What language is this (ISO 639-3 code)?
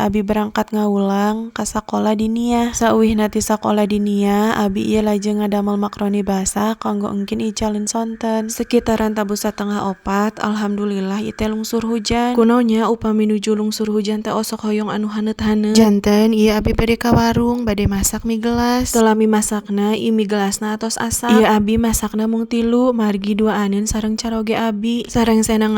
sun